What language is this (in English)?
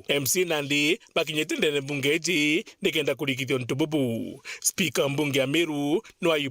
Meru